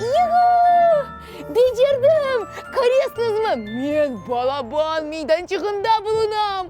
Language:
Crimean Tatar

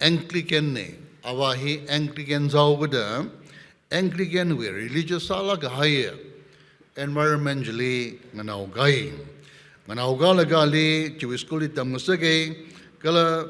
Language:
Tangkhul Naga (India)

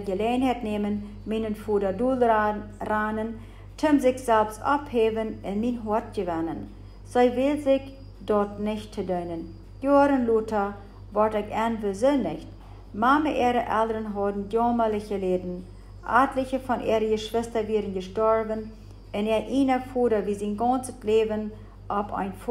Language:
Plautdietsch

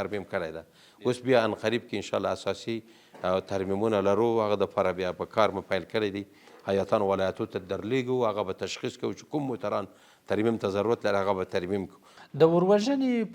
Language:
Pashto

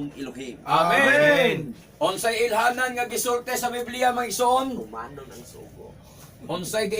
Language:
Cebuano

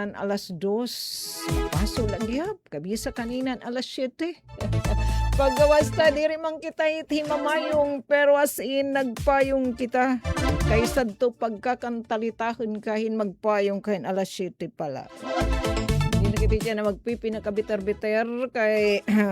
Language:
Waray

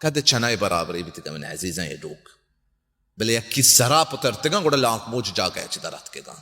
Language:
Baluchi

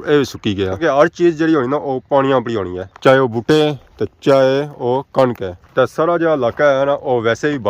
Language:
Pahari-Potwari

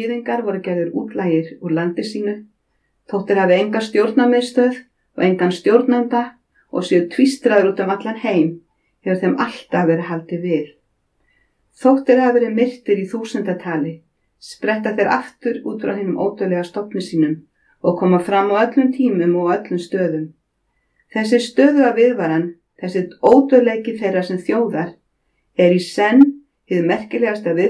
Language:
Icelandic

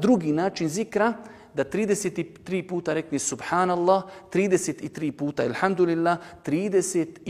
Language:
Bosnian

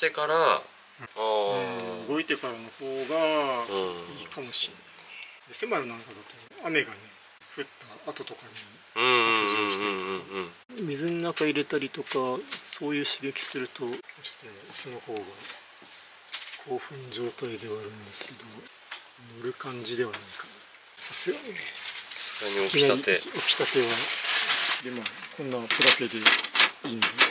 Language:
Japanese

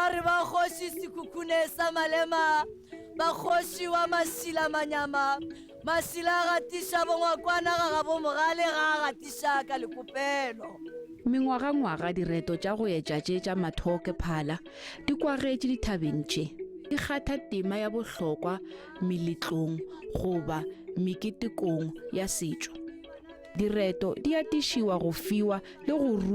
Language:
Northern Sotho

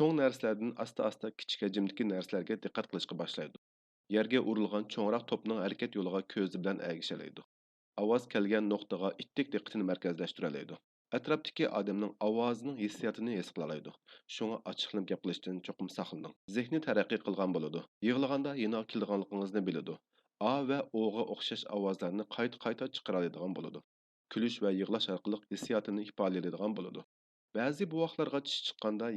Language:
Uyghur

